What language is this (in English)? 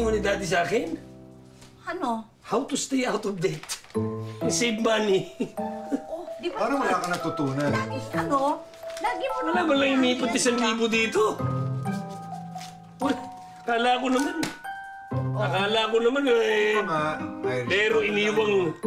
Filipino